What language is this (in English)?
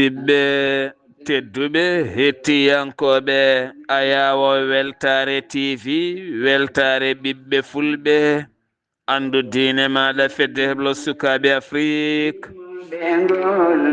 Fula